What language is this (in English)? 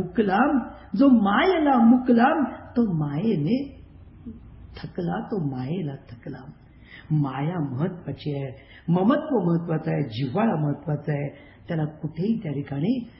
Marathi